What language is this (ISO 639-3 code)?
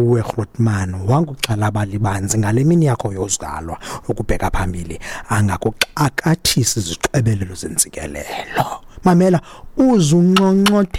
xho